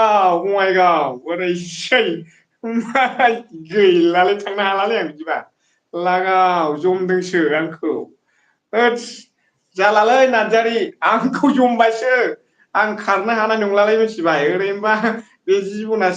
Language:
Bodo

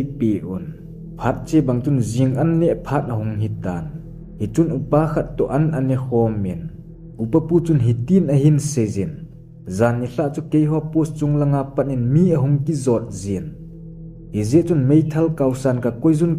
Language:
Thado Chin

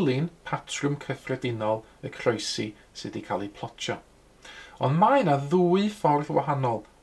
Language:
Welsh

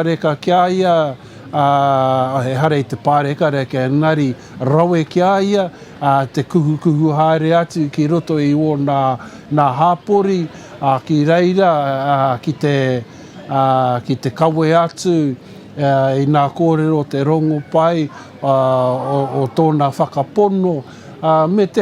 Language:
Māori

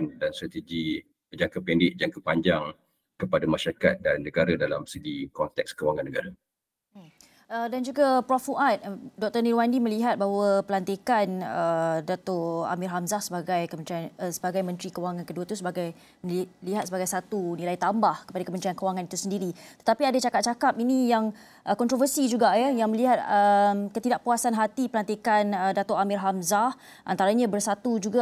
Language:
Malay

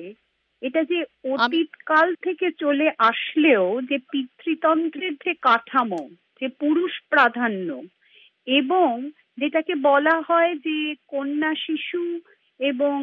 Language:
Bangla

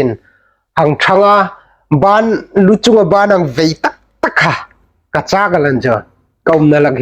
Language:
Hmar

